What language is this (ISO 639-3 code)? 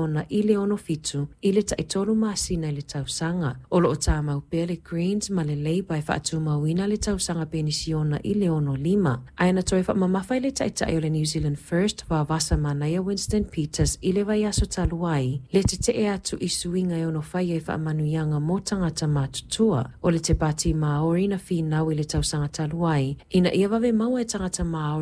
smo